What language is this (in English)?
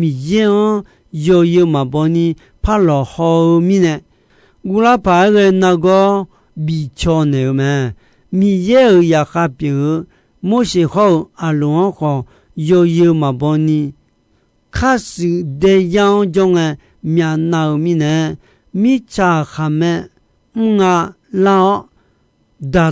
Akha